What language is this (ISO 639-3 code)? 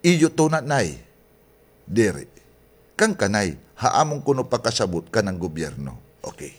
war